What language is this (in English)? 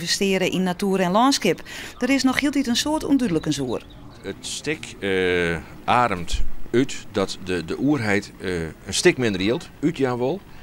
Western Frisian